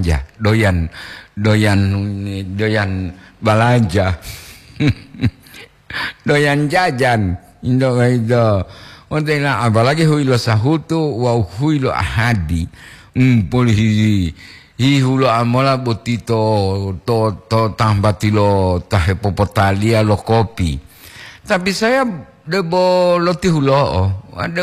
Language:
Gorontalo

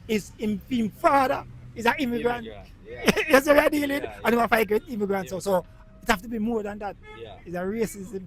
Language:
Jamaican Creole English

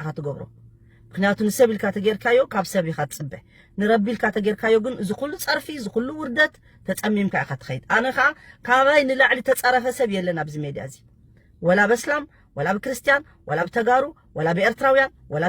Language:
Tigrinya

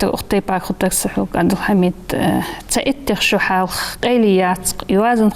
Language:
Ingush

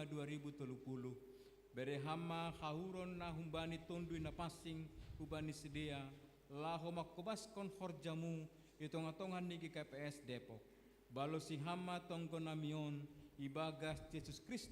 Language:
Batak Simalungun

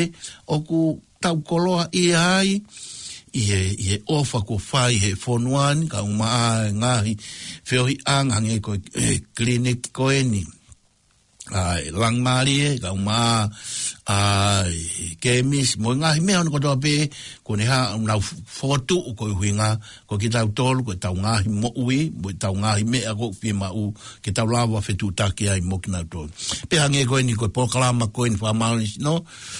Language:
Tongan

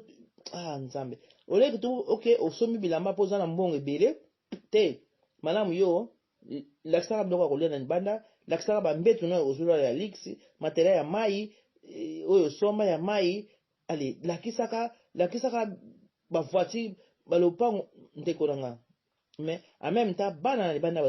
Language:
Lingala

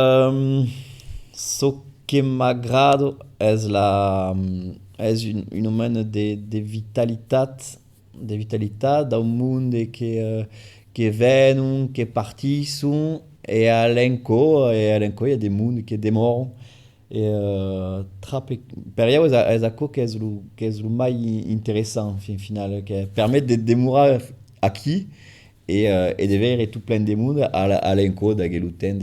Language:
Occitan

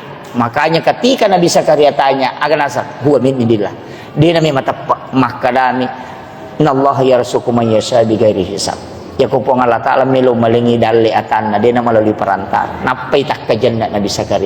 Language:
Buginese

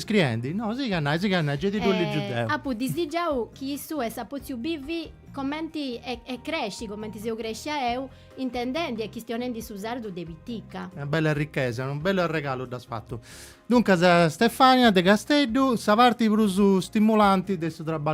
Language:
Sardinian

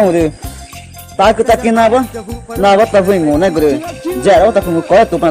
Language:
Ticuna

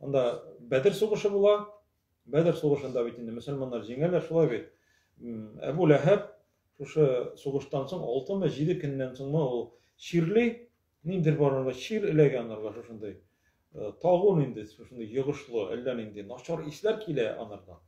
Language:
Tatar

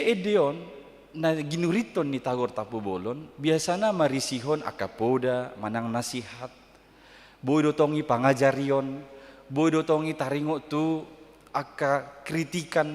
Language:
Batak Toba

